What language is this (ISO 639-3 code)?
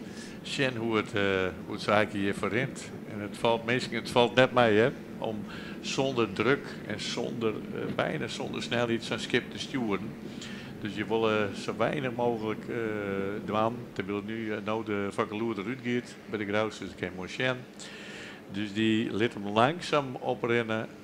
fry